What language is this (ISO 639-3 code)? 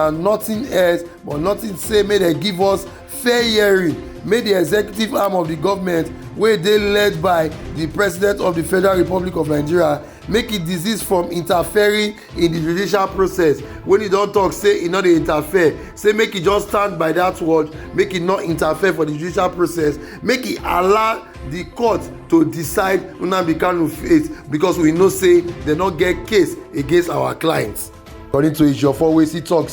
pcm